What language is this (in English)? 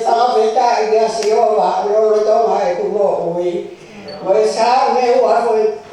Tongan